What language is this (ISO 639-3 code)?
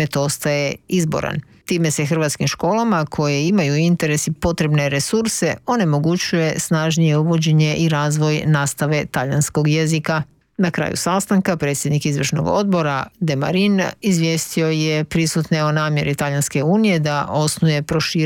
hrv